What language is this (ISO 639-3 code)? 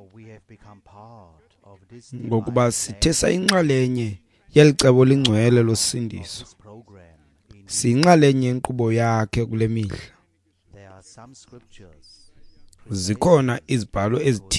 xho